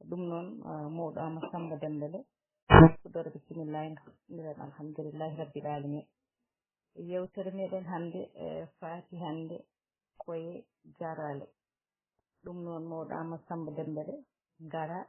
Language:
Fula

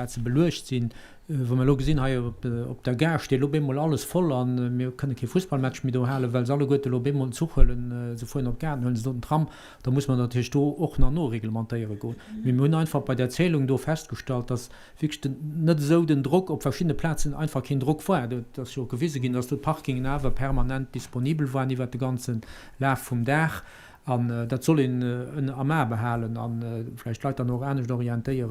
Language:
Luxembourgish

